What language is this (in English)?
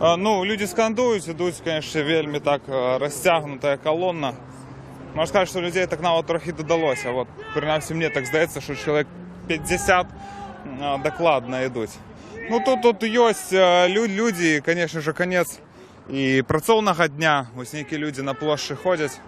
Belarusian